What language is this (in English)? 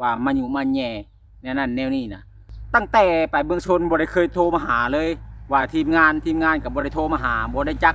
Lao